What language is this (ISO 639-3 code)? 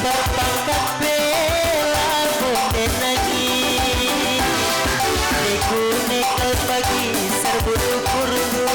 btx